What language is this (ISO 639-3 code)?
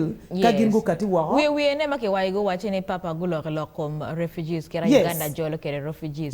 ach